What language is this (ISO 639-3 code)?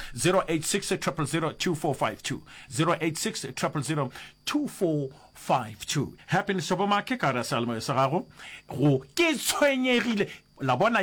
nso